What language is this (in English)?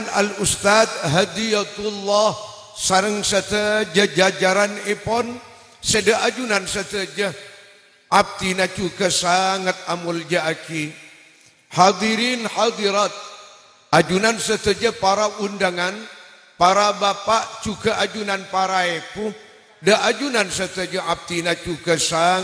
Madurese